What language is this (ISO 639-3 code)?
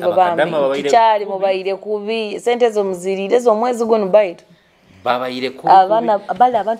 nyo